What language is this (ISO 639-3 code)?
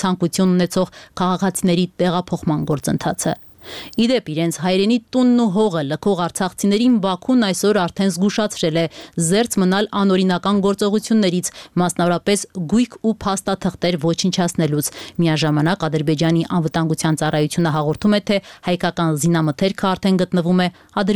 hye